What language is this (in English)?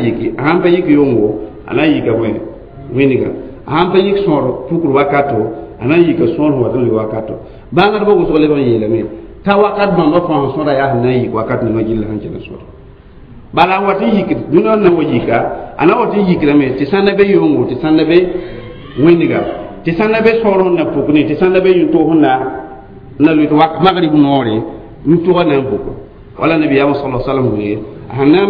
Mossi